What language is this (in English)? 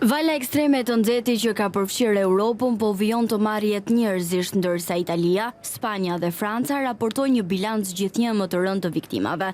Albanian